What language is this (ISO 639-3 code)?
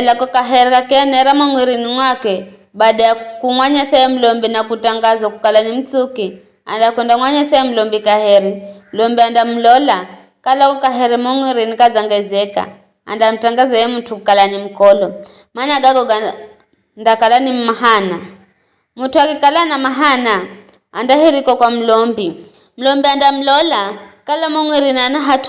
nyf